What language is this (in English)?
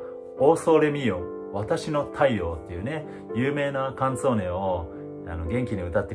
Japanese